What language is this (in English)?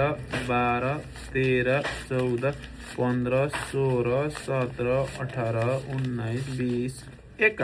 Nepali